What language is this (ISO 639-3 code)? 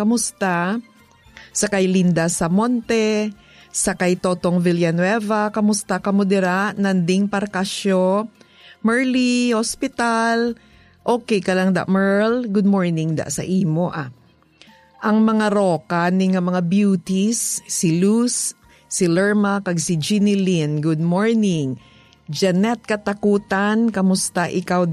hil